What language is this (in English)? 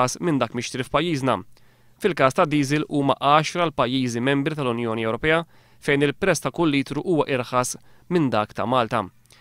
Maltese